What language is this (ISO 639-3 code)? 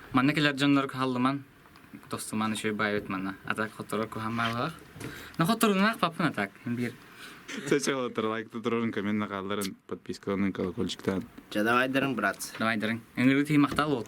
sah